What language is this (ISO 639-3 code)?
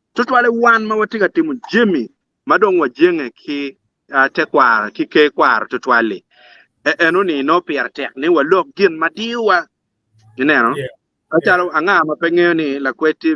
ach